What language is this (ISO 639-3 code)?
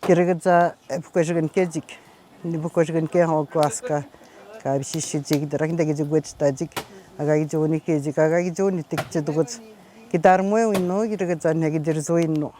atj